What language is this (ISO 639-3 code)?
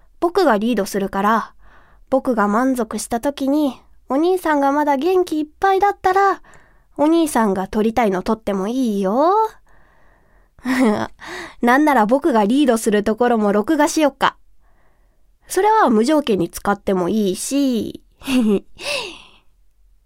jpn